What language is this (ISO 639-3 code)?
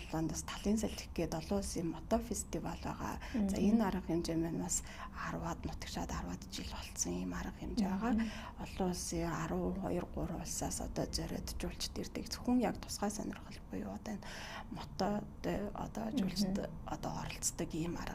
mon